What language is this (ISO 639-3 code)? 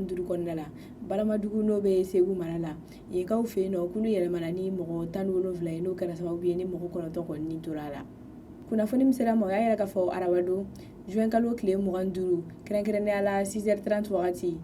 bam